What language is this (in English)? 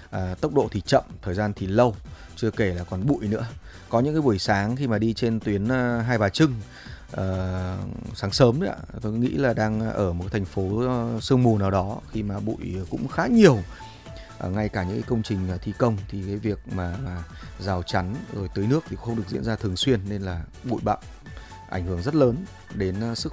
Vietnamese